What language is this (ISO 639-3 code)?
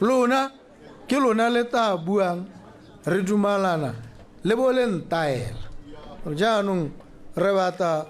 tsn